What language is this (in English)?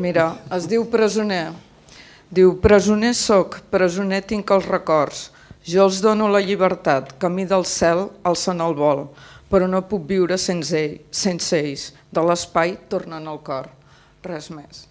Catalan